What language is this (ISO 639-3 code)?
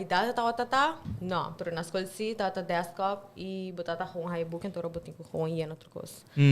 pap